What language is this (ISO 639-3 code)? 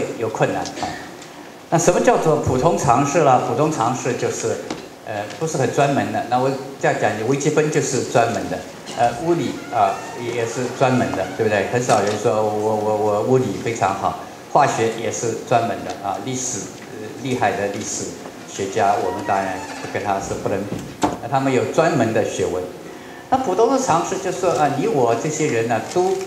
zho